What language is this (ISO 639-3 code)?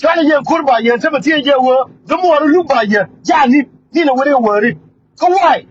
nus